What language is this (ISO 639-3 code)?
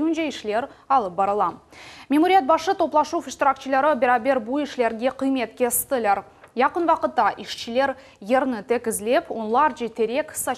crh